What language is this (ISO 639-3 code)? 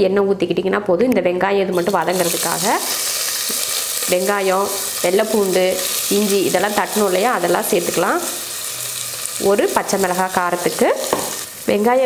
tam